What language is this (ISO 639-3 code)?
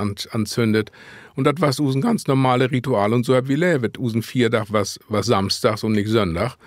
nds